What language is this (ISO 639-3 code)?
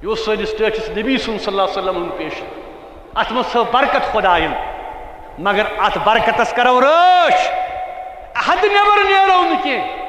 kas